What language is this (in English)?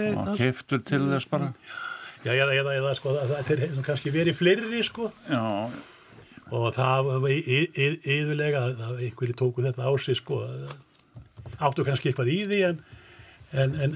Icelandic